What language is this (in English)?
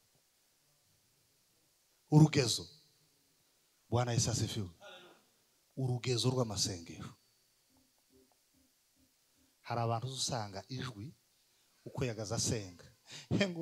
Kinyarwanda